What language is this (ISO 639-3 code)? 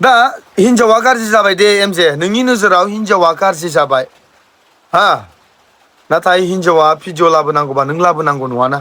brx